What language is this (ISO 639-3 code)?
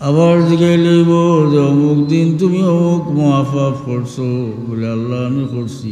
syl